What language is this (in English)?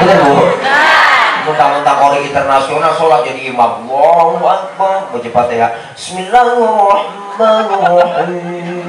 Betawi